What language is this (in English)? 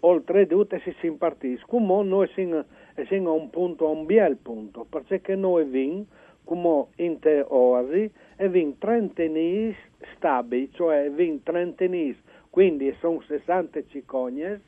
Friulian